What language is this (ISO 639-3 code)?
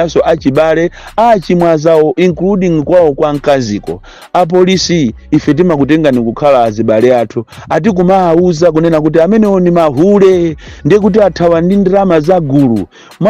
nya